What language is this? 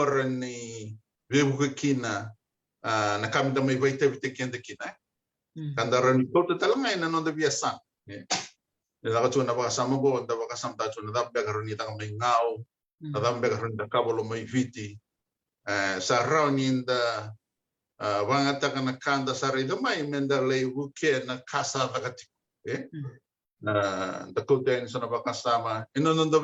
Fijian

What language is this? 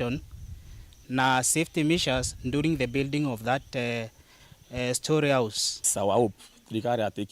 Meru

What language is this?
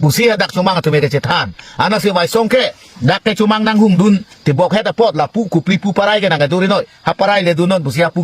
Karbi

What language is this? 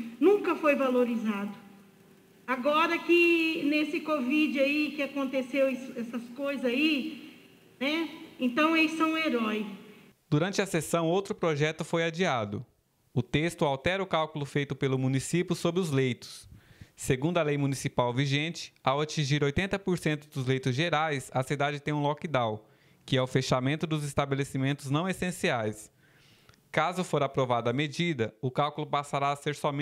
Portuguese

